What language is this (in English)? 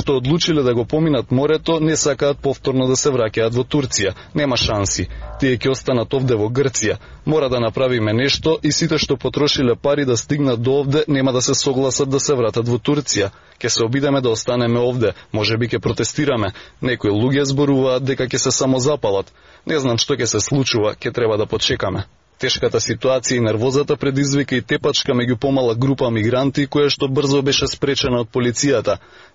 Macedonian